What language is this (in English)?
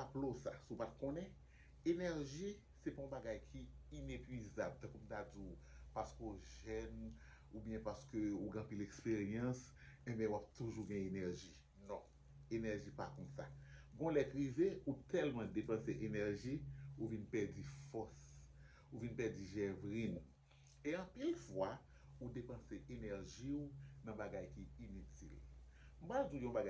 Haitian Creole